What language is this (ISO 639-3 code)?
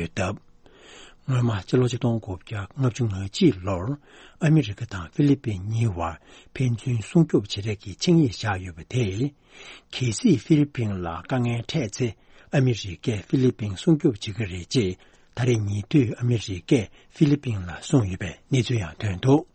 bod